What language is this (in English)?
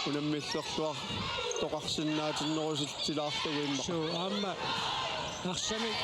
Kalaallisut